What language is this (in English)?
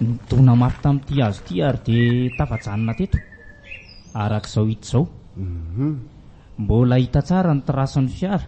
Malagasy